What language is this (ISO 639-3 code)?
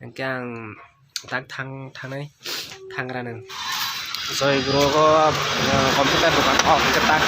trp